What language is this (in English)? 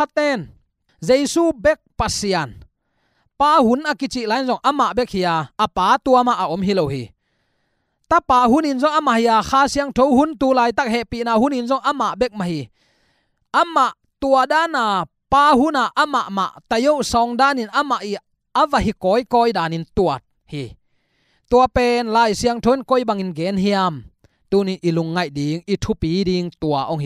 Tedim Chin